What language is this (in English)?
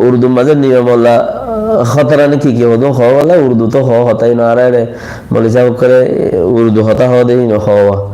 Rohingya